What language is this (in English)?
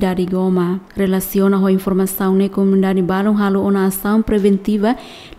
Tetum